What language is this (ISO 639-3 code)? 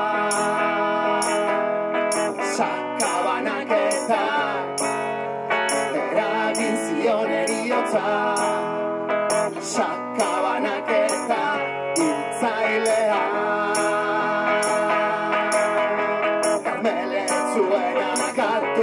eus